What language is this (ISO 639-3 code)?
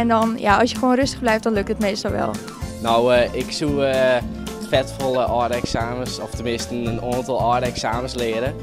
fry